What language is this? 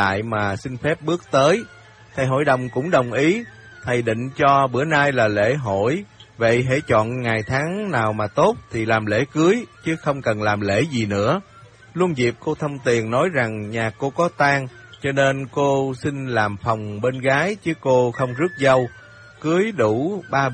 Vietnamese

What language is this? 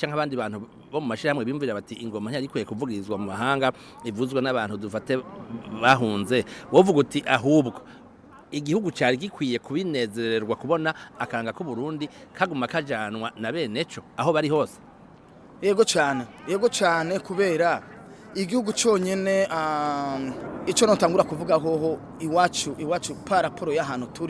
Rundi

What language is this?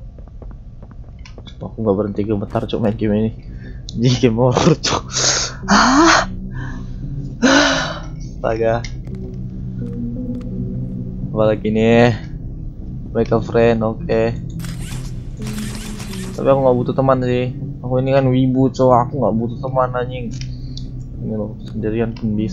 Indonesian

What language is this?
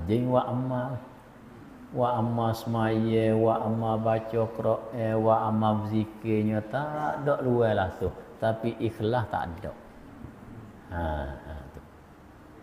Malay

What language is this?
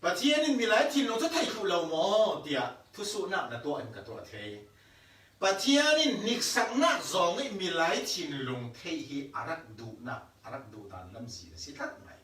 Falam Chin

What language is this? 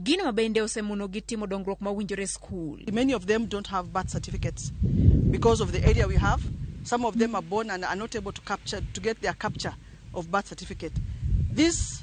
Luo (Kenya and Tanzania)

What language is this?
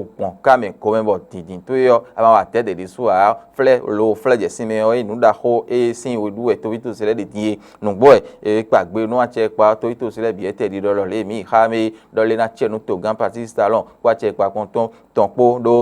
Fon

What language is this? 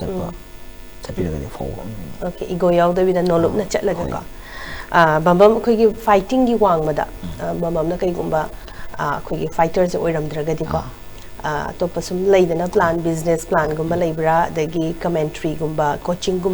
Manipuri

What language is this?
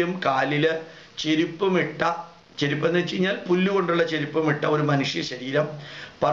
Malayalam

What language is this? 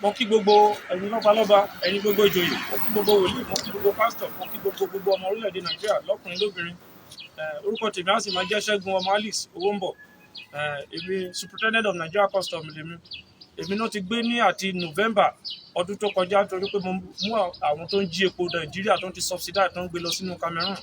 Yoruba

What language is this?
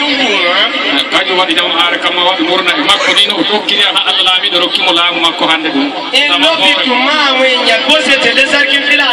Yoruba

